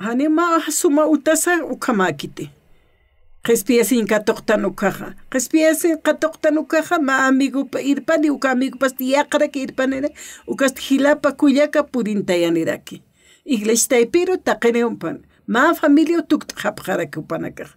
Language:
Aymara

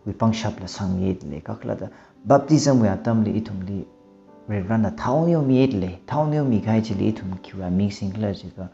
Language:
Tangkhul Naga (India)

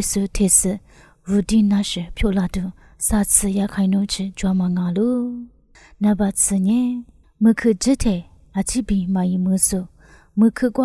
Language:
Lisu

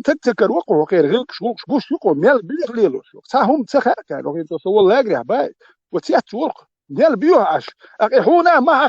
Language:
Chechen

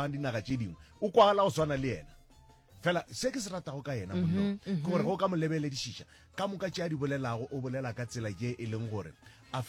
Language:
Northern Sotho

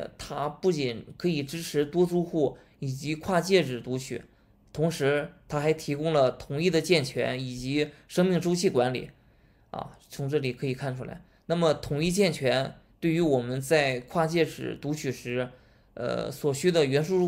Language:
Chinese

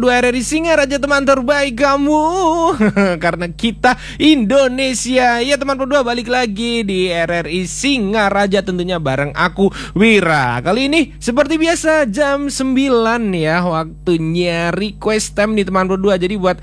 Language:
Indonesian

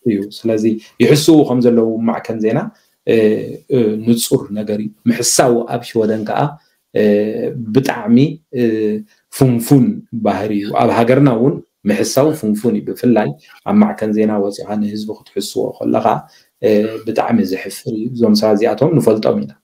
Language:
Tigrinya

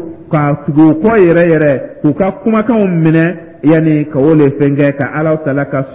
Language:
Dyula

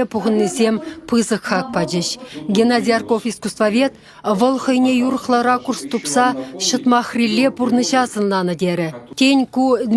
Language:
Chuvash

